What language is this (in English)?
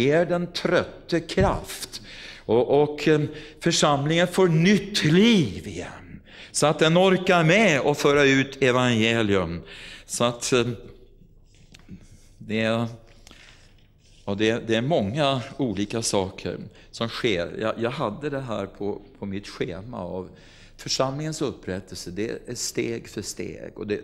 Swedish